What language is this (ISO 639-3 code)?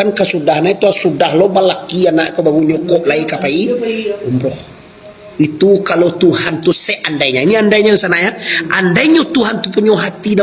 min